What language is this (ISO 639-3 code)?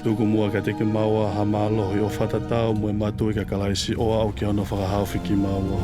ton